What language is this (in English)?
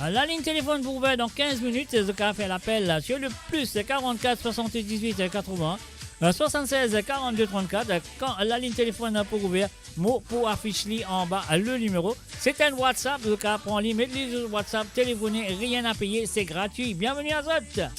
Morisyen